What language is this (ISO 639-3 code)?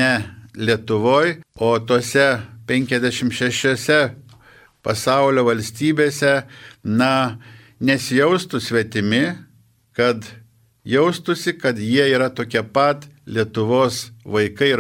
lit